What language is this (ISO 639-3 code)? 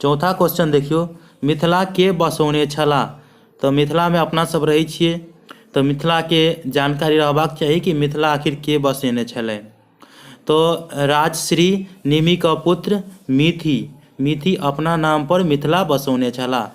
mai